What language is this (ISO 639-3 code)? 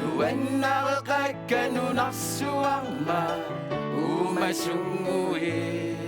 kal